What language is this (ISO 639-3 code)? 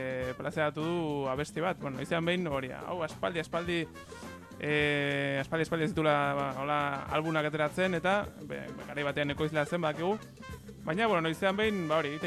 eus